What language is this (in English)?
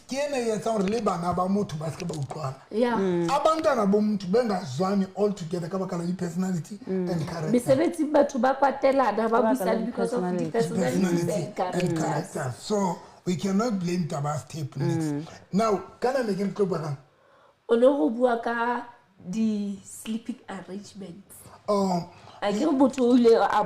Southern Sotho